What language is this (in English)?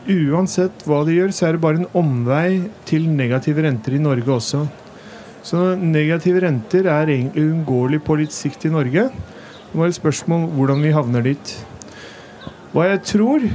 Norwegian